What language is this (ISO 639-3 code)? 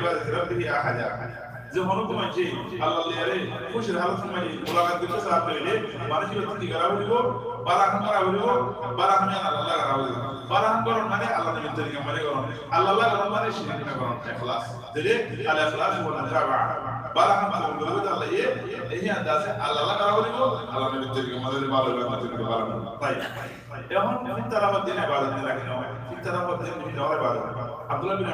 rhg